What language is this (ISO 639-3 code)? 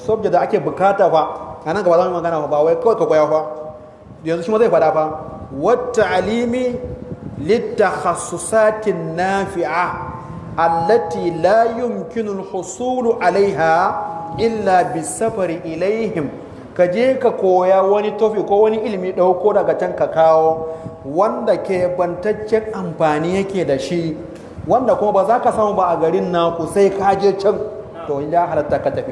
hau